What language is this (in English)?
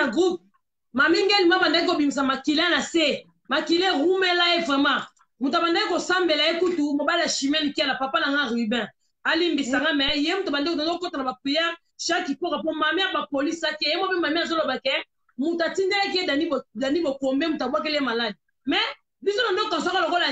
Lingala